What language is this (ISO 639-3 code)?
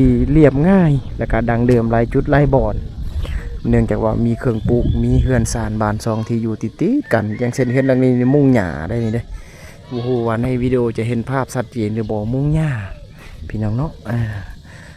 lao